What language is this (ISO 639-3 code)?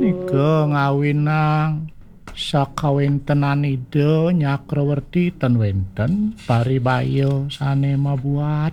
ban